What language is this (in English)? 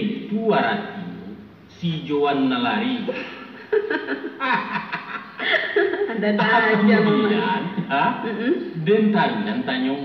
Minangkabau